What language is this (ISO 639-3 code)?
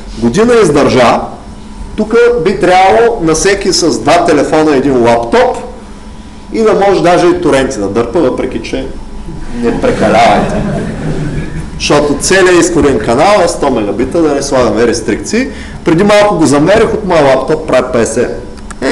bul